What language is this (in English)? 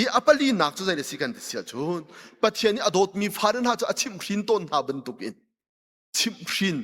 Hakha Chin